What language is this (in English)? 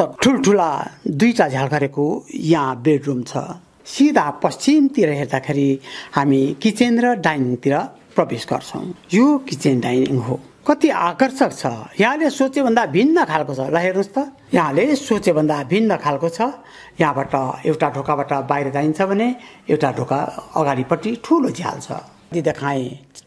Nepali